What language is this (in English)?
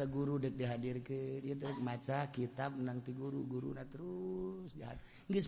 Sundanese